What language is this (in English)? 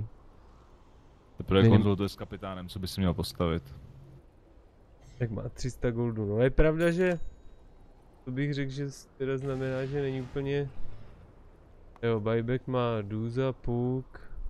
Czech